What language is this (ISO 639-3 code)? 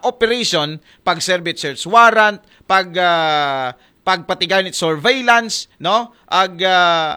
akl